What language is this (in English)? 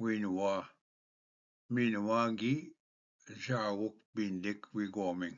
Ojibwa